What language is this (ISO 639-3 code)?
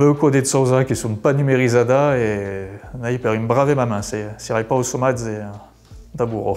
oci